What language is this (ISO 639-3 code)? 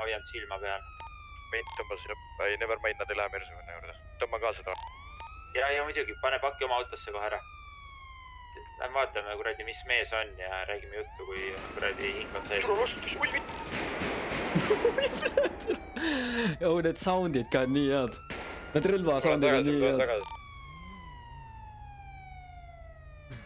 est